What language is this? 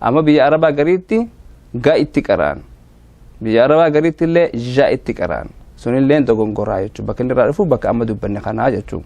Oromo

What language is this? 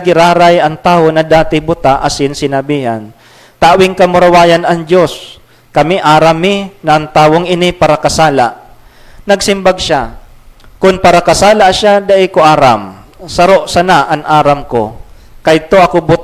Bikol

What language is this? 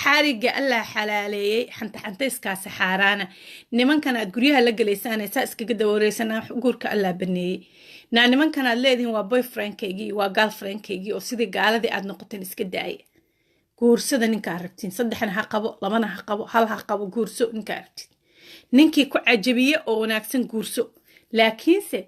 Somali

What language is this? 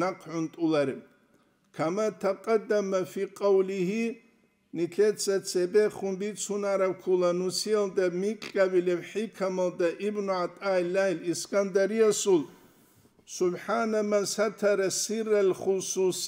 Avaric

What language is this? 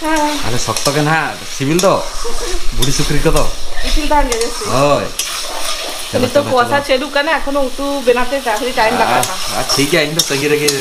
Santali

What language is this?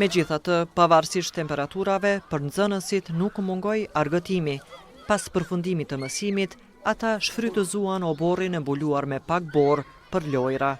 Albanian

